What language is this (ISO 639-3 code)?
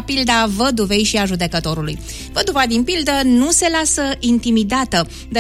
ron